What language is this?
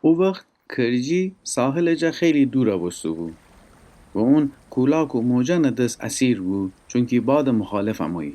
Gilaki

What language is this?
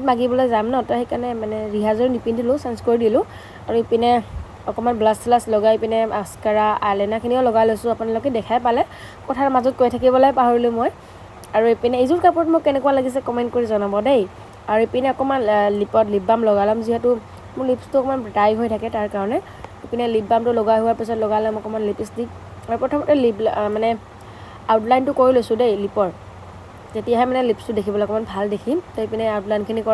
Assamese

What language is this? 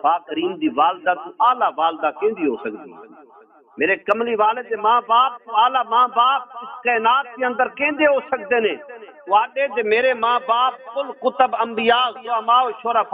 Saraiki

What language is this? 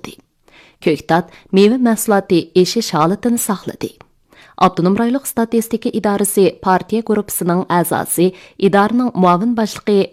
Uyghur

